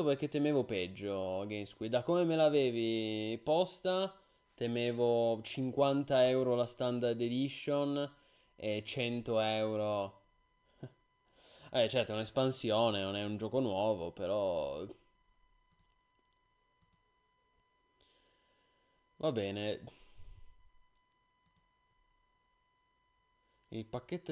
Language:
Italian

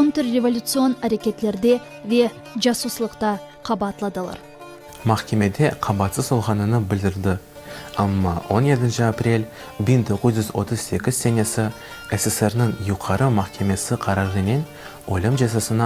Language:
Crimean Tatar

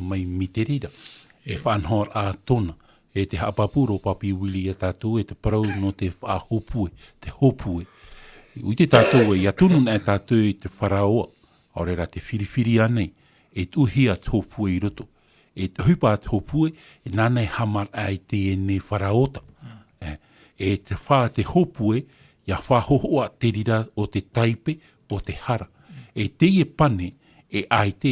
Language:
Tahitian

